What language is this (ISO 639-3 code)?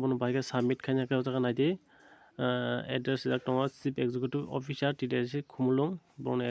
trp